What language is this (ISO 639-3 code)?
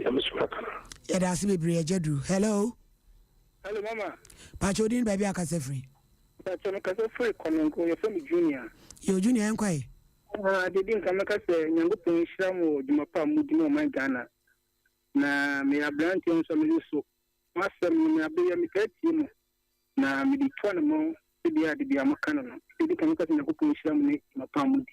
aka